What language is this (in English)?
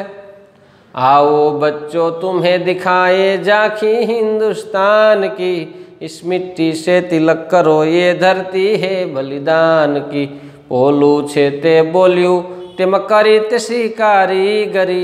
Gujarati